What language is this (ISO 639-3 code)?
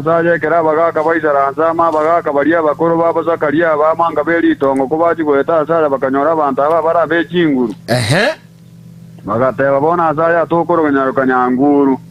guz